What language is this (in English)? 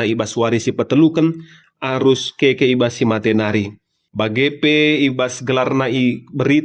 Batak Karo